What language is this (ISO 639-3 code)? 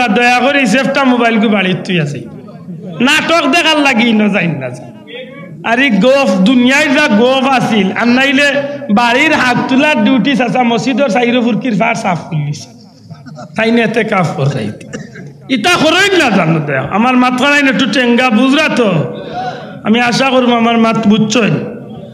syl